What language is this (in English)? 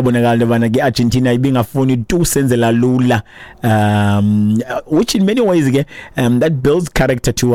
Xhosa